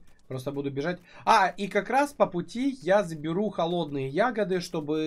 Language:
Russian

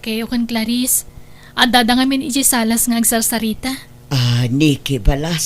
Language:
Iloko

